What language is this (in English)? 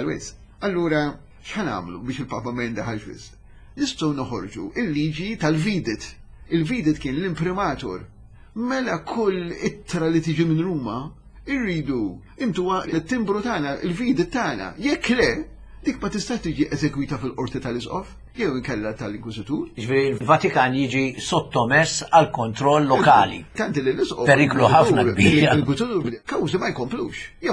Maltese